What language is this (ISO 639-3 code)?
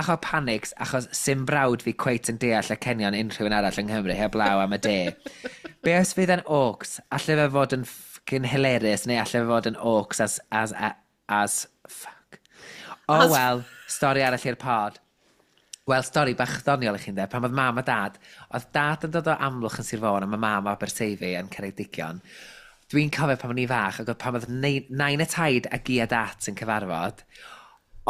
cym